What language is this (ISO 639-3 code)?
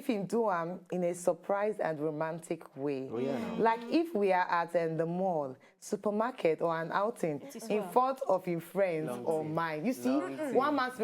pcm